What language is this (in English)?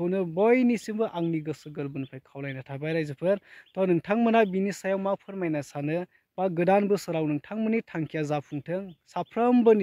Bodo